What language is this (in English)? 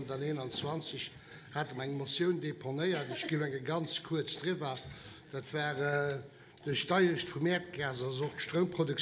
Luxembourgish